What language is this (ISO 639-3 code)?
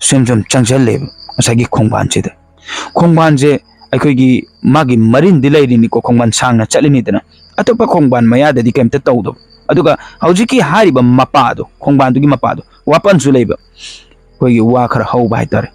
mni